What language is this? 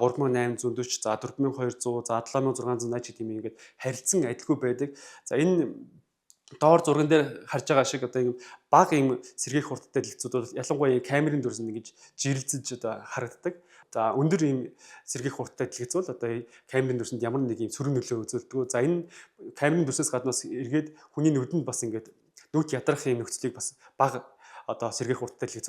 Mongolian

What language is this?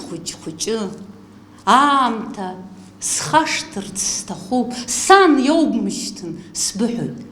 Abkhazian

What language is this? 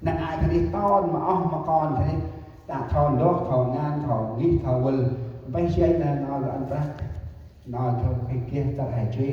Central Mnong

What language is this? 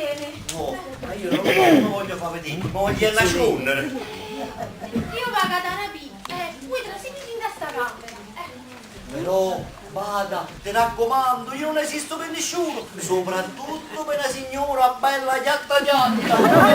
Neapolitan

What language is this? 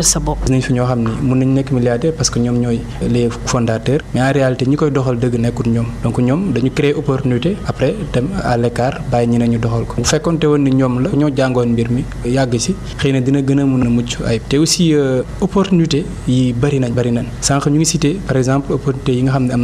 Wolof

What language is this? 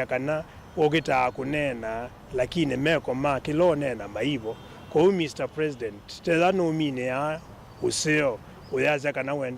Kamba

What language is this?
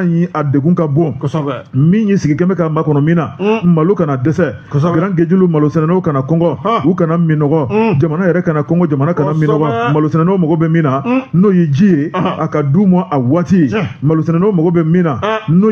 Bambara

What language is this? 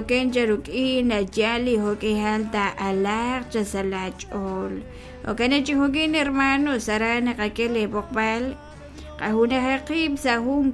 Kekchí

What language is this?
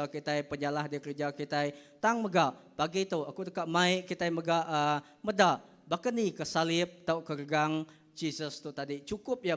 Iban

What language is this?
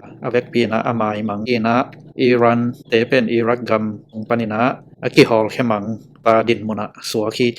Tedim Chin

